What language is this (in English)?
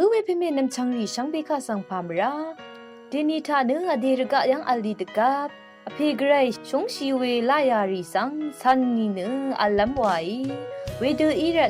Rawang